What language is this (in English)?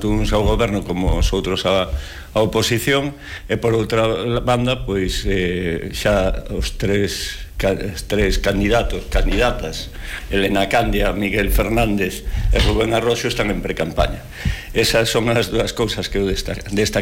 Galician